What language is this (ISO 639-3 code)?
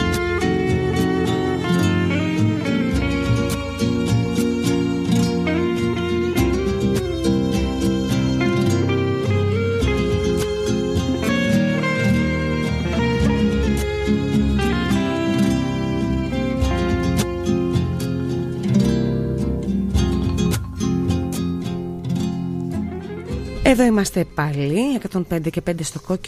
ell